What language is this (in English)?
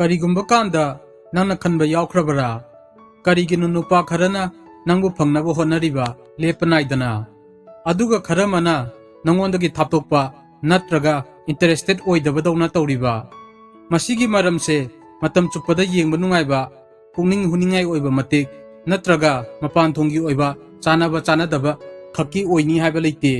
Manipuri